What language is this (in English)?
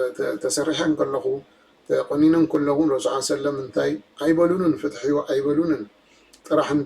Tigrinya